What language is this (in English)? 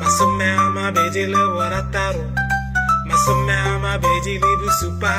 Tswana